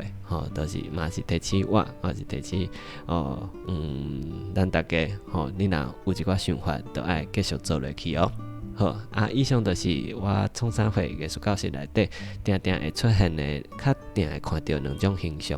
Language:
Min Nan Chinese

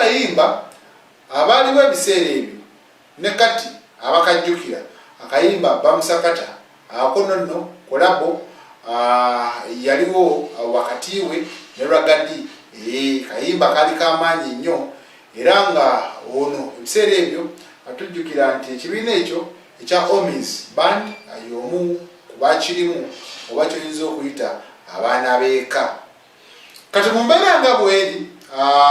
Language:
Ganda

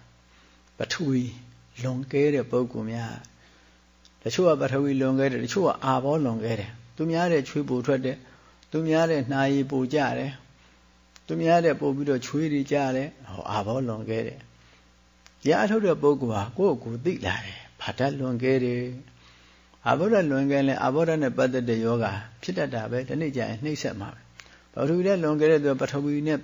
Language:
Burmese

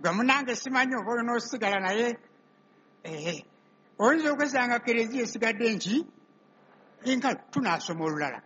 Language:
Ganda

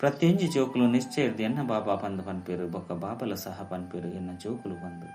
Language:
Tulu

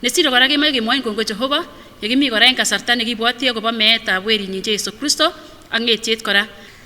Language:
Kipsigis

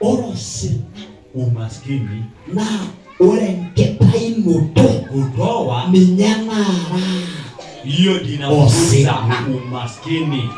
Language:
Masai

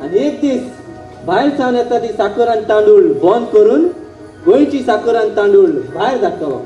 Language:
Konkani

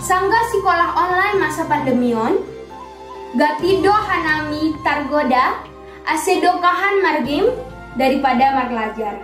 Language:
Batak Simalungun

